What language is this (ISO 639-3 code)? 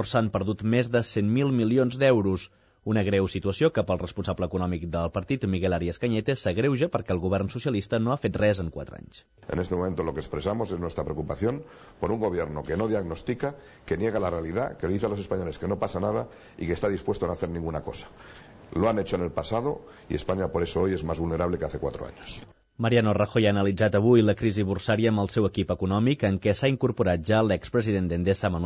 cat